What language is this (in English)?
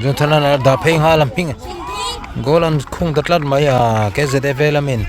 Mizo